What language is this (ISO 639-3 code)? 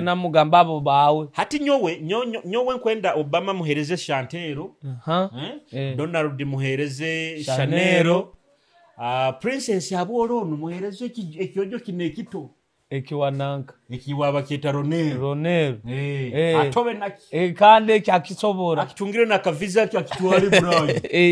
nyo